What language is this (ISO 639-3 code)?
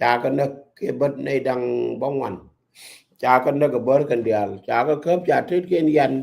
nus